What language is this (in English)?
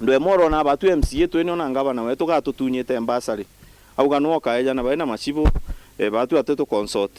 Meru